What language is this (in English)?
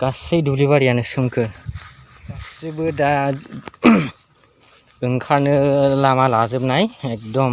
Bodo